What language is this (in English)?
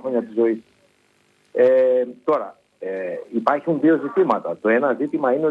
Greek